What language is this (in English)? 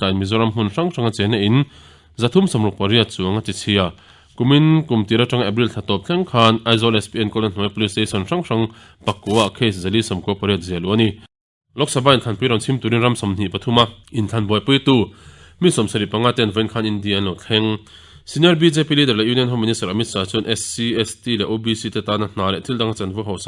Mizo